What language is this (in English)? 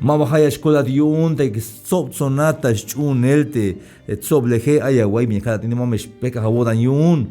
Tzeltal